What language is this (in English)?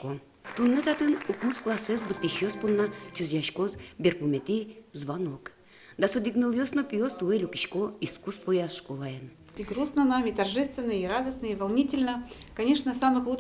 Udmurt